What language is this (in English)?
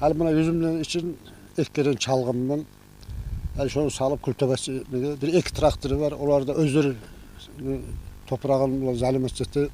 Kumyk